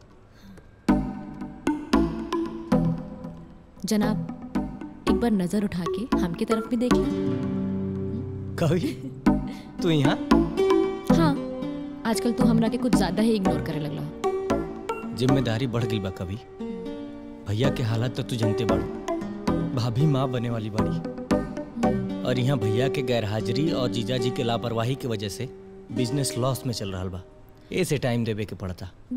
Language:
Bhojpuri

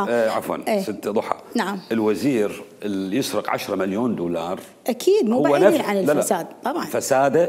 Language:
Mesopotamian Arabic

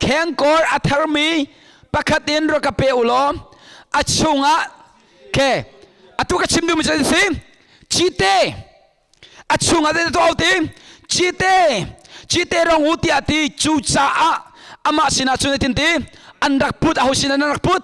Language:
Hakha Chin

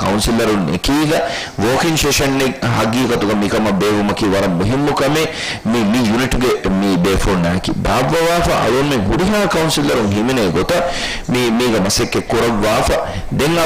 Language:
Divehi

